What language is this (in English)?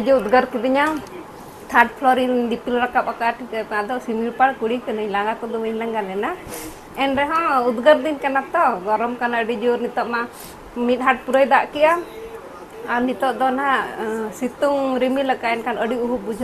Santali